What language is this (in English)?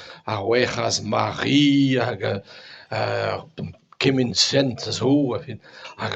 Breton